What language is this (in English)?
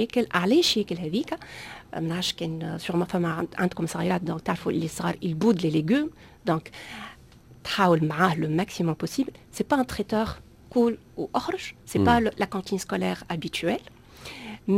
Tunisian Arabic